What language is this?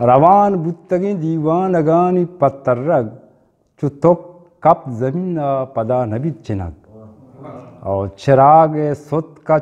Eastern Balochi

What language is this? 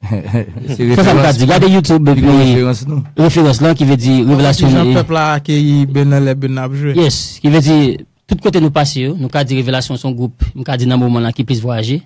Haitian Creole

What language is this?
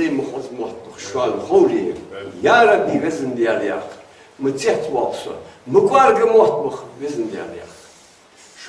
Ingush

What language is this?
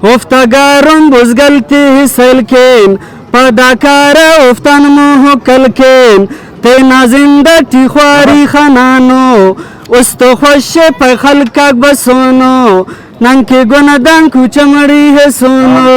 Brahui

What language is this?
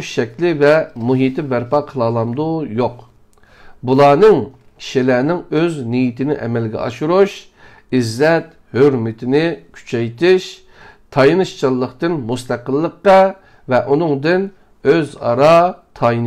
Uyghur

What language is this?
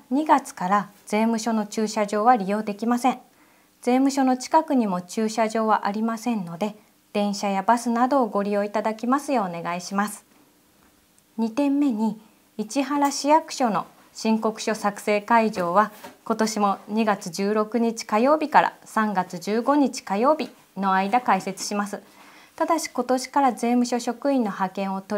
Japanese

